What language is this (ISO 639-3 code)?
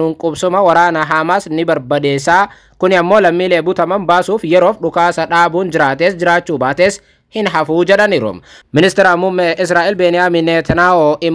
orm